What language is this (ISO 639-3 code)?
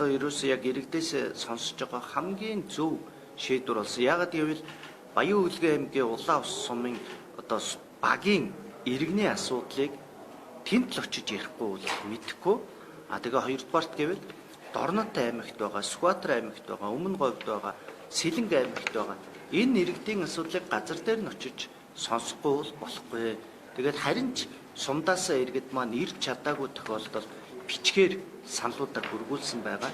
mon